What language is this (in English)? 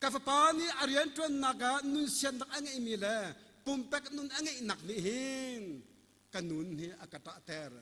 Hakha Chin